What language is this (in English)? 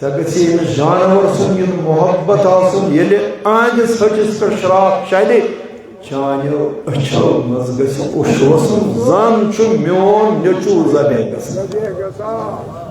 Kashmiri